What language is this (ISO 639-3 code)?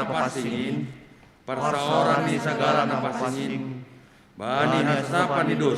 bts